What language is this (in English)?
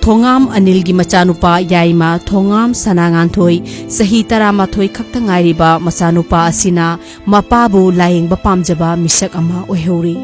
Manipuri